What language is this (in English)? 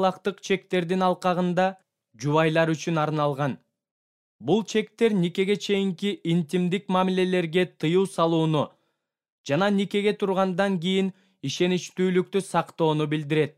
Kyrgyz